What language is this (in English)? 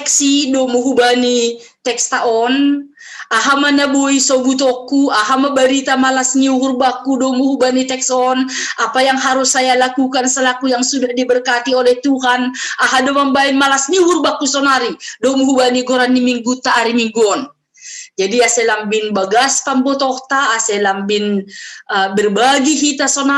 Batak Simalungun